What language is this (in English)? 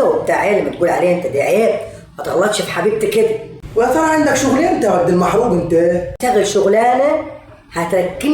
Egyptian Arabic